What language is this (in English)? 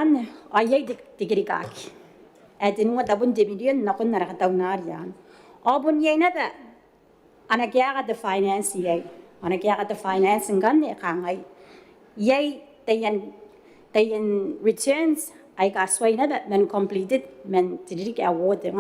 Gilbertese